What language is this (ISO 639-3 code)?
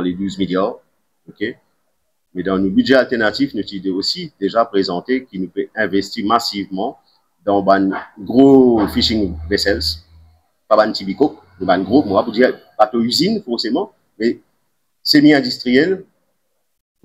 mfe